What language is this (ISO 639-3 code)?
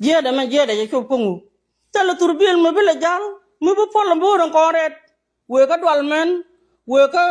nus